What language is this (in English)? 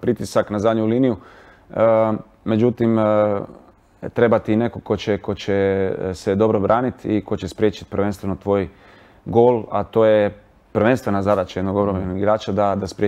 Croatian